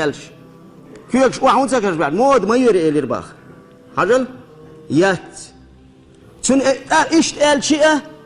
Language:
Chechen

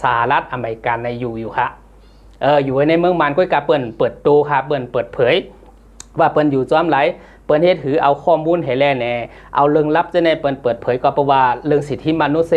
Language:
Shan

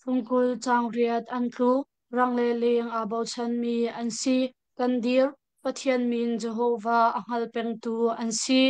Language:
Hakha Chin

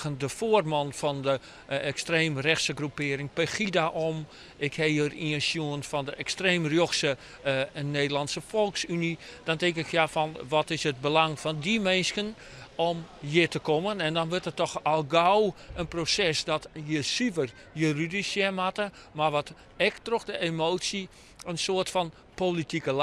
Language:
Western Frisian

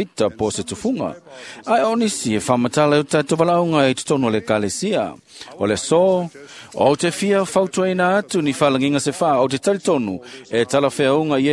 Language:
Samoan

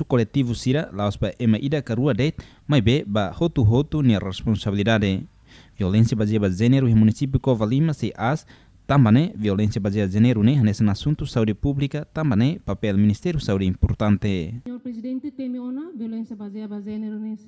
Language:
Tetum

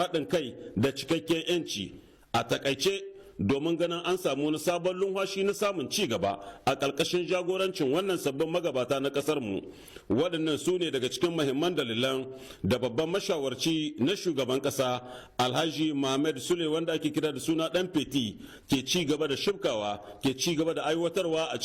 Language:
Hausa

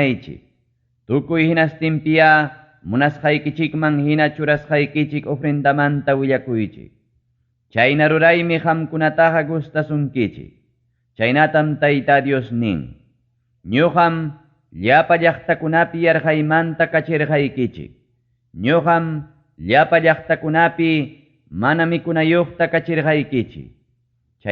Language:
Ayacucho Quechua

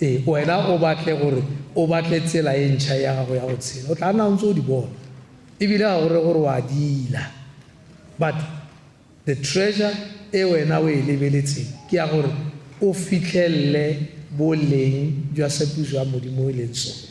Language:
Tswana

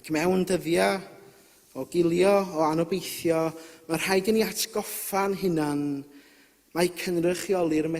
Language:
Welsh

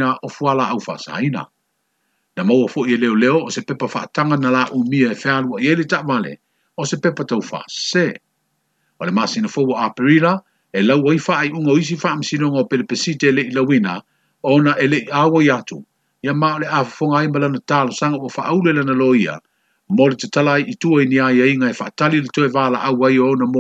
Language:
Samoan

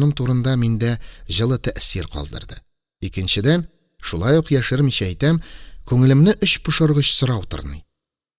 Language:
Tatar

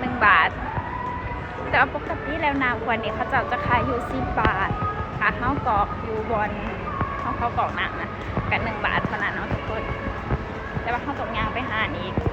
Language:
Lao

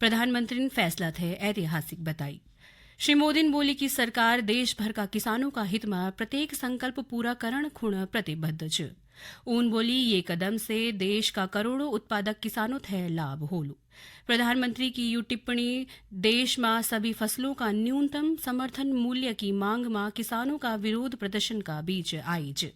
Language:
Garhwali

